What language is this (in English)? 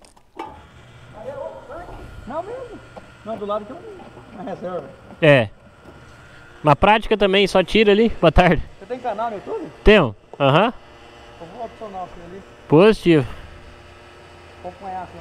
Portuguese